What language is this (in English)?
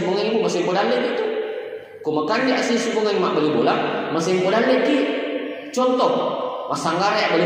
Buginese